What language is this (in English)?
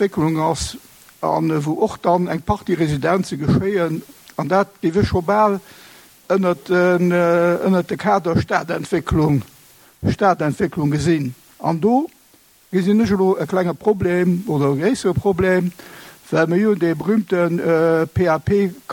Luxembourgish